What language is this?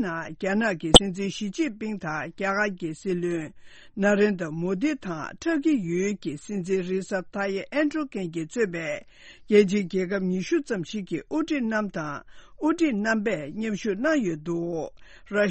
Tibetan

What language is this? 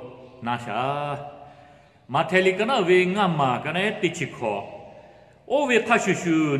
Lahu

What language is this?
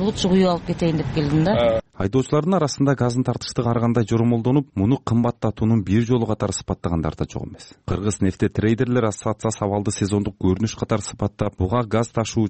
Kyrgyz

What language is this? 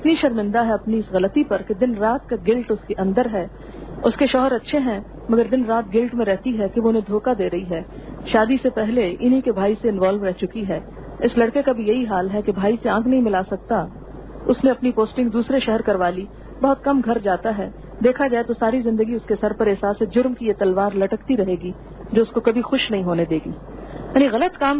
Urdu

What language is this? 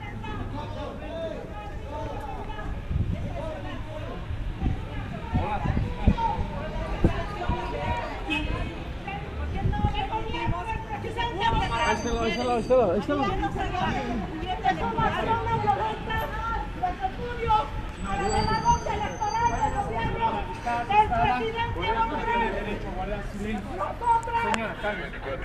Spanish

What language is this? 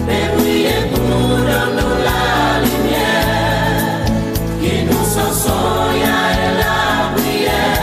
Seselwa Creole French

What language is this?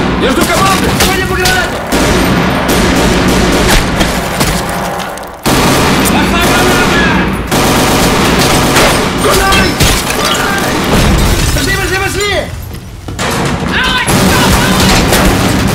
Russian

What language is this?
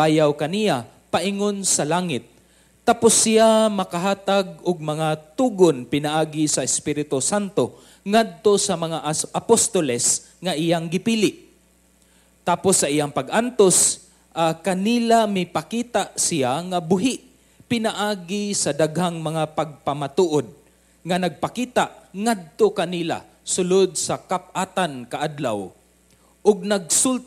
Cebuano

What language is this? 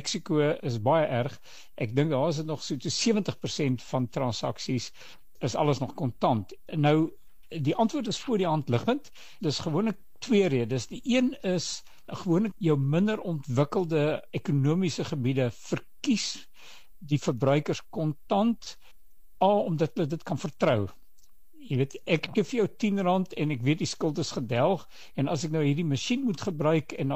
Afrikaans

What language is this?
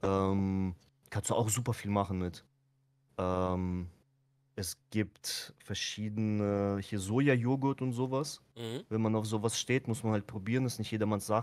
German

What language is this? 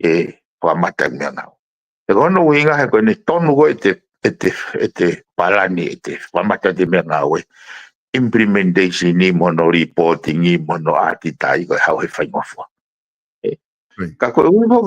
Tongan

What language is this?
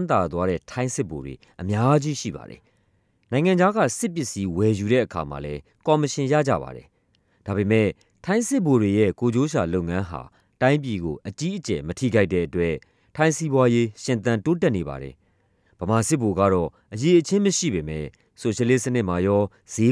Burmese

